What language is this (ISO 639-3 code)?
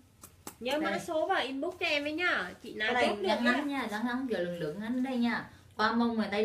vie